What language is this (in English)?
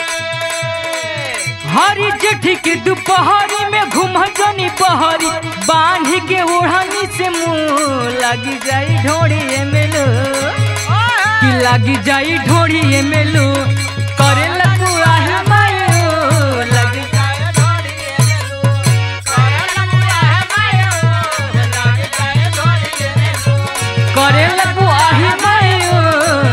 Bhojpuri